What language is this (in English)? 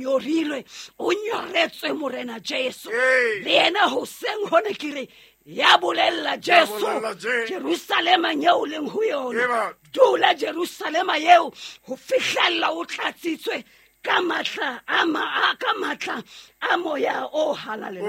Southern Sotho